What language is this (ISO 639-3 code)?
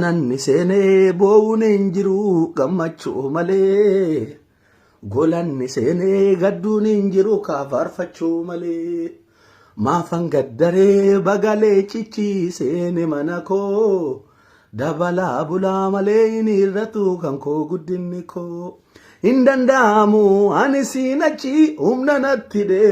orm